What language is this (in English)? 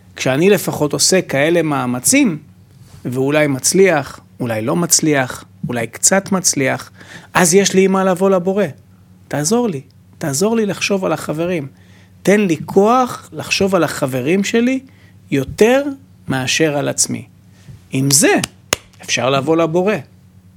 Hebrew